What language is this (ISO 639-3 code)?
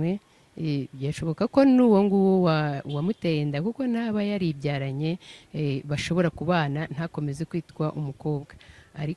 kin